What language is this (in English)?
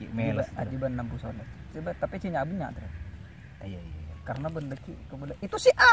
Madurese